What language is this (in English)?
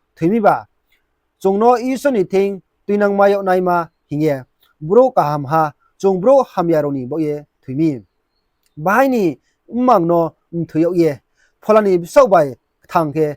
Riang (India)